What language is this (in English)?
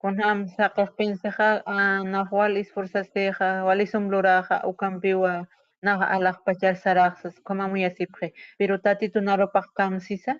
Aymara